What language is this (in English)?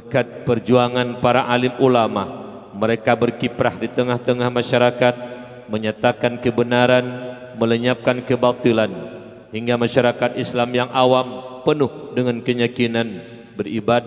Achinese